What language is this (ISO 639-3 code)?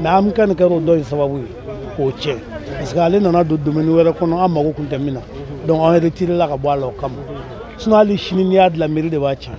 bam